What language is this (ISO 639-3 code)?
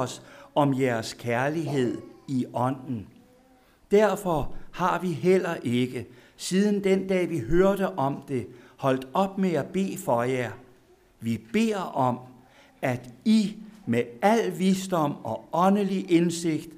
dan